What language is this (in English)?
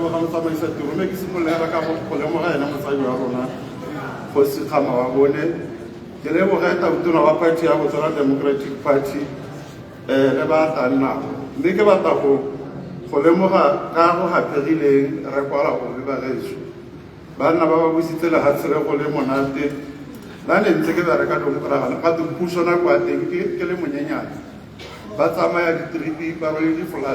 Tswana